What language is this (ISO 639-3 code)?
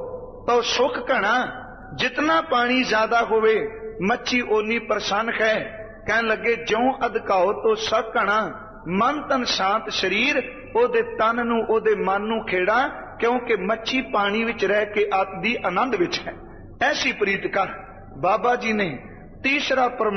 pan